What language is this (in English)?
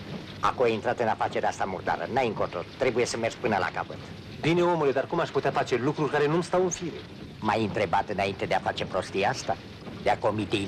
Romanian